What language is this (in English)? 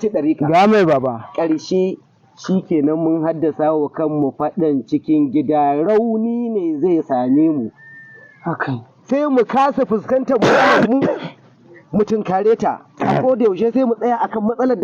Hausa